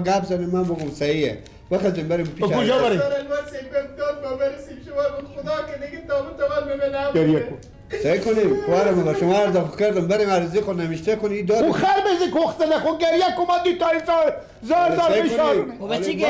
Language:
Persian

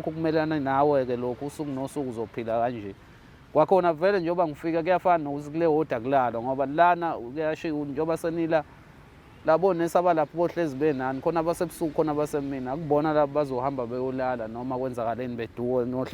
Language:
Zulu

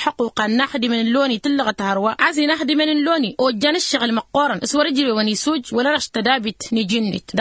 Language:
Tamasheq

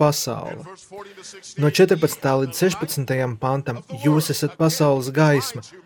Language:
Latvian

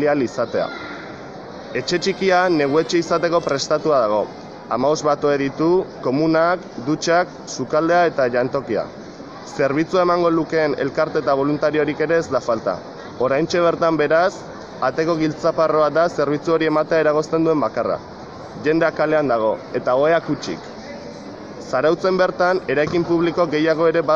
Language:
Basque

